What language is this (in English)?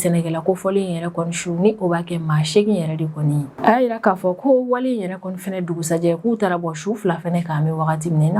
Bambara